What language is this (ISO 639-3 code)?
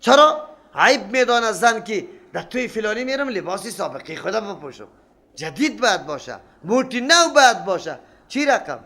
fas